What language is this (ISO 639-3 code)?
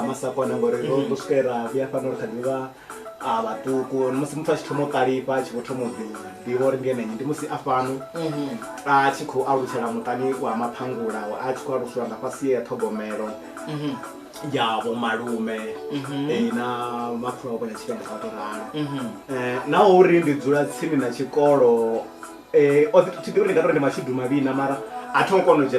ven